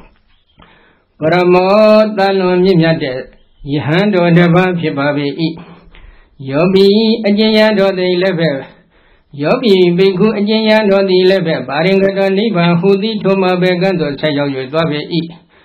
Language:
Burmese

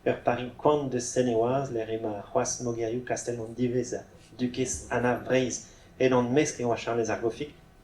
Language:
Breton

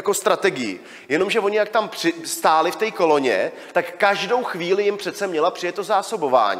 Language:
Czech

